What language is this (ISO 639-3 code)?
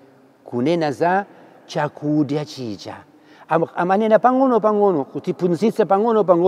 nya